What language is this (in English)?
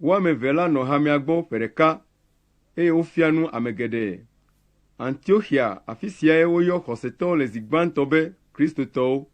Ewe